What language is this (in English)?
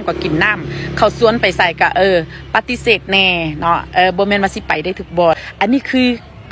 Northeastern Thai